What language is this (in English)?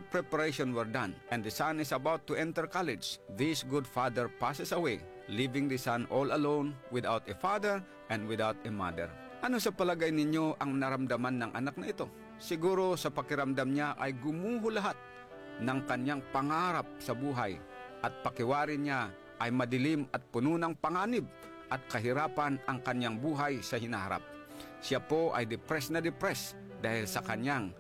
Filipino